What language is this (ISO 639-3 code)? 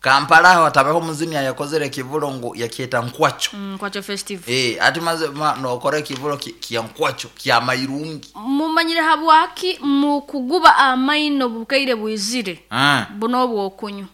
nyo